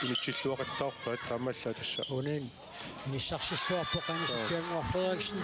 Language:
Kalaallisut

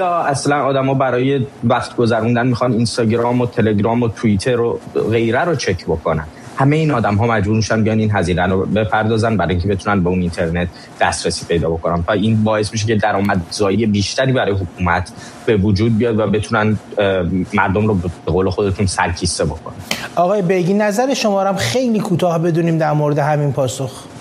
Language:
Persian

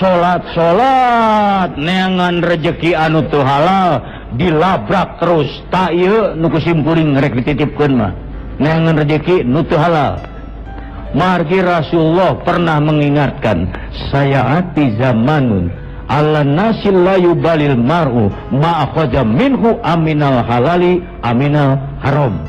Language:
Sundanese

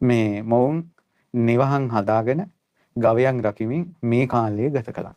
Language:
Sinhala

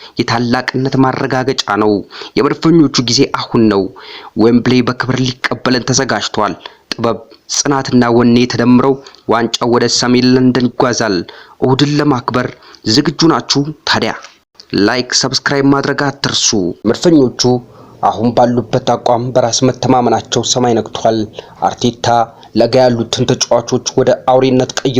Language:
Amharic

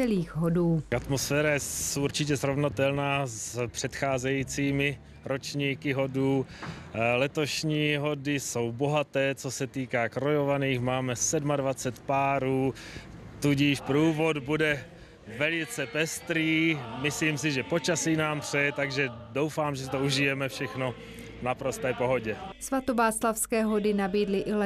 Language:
Czech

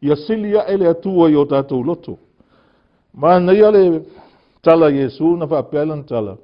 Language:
Samoan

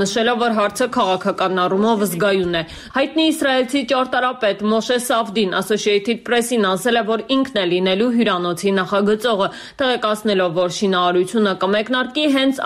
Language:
Armenian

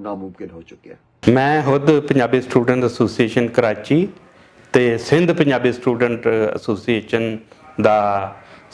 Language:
Western Panjabi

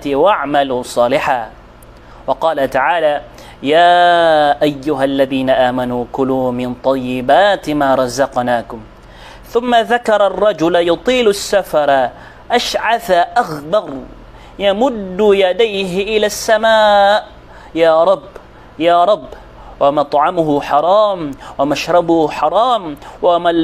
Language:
Maranao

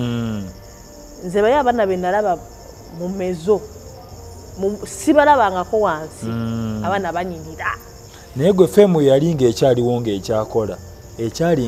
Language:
Ganda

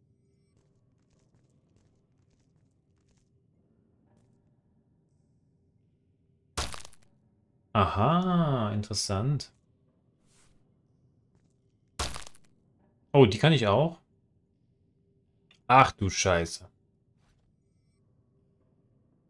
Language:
German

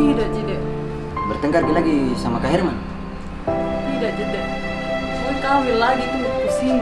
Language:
Makassar Malay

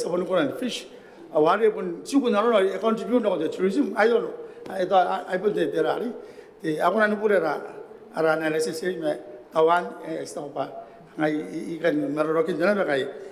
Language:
Gilbertese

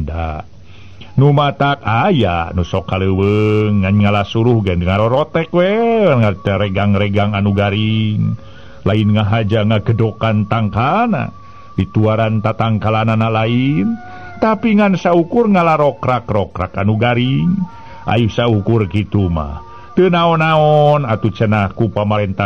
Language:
Sundanese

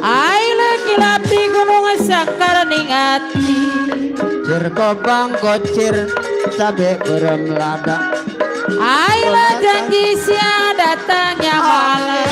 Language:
Betawi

